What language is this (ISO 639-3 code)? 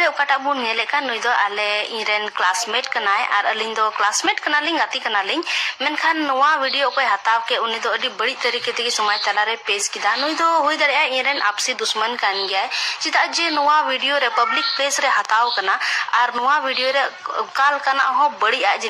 sat